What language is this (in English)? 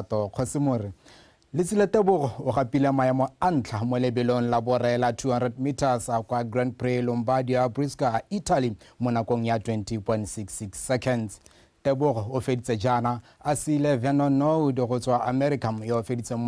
Tswana